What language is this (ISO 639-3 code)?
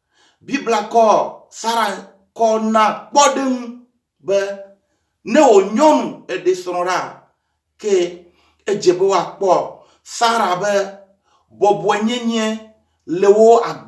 ewe